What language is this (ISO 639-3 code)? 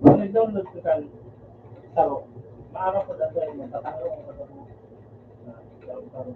bik